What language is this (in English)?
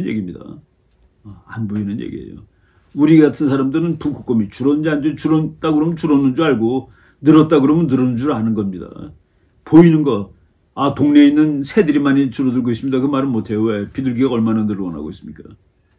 Korean